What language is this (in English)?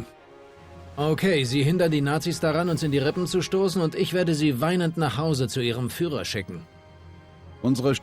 Bavarian